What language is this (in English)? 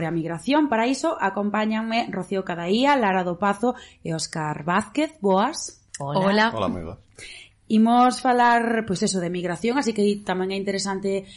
Galician